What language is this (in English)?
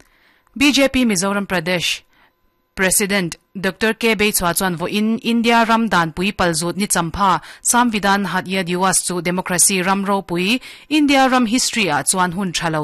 Mizo